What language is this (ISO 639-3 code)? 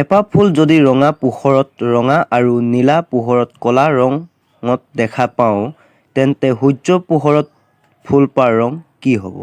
asm